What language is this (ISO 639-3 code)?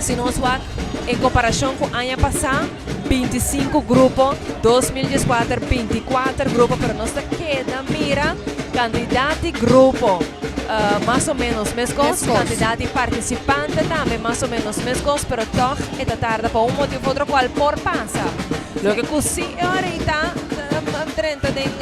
pap